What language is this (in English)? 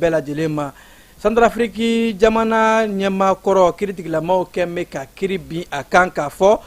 Bambara